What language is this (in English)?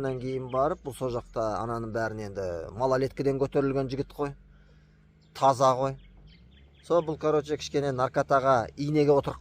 Kazakh